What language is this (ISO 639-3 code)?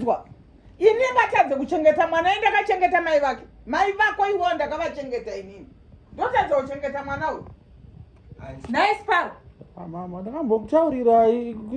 sna